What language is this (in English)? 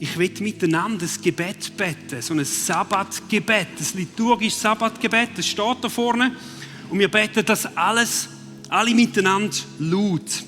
Swiss German